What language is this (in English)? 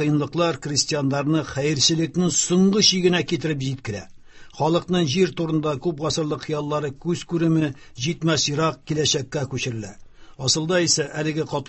Tatar